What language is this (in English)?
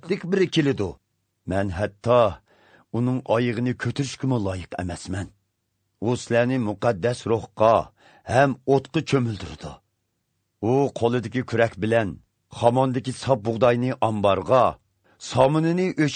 Uyghur